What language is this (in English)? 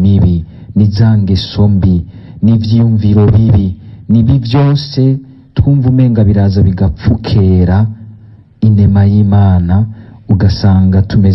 Rundi